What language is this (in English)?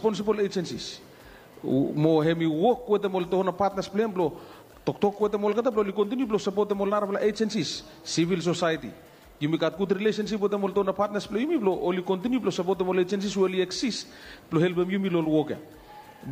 Bislama